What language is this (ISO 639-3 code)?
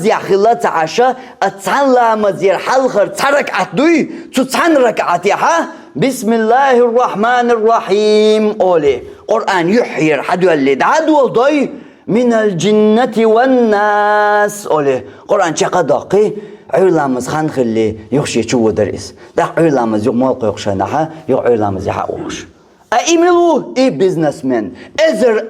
che